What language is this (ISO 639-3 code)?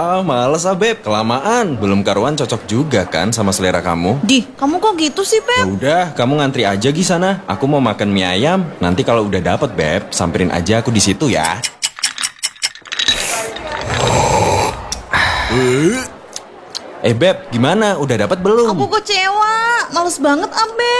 ind